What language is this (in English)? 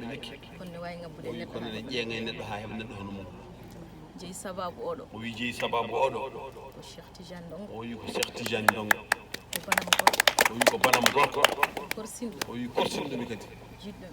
Fula